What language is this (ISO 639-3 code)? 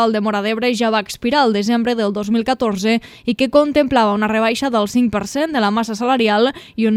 cat